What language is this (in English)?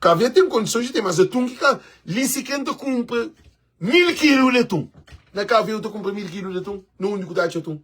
Kabuverdianu